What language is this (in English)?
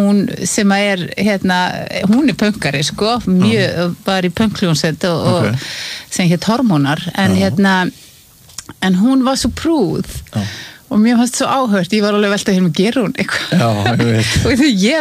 Icelandic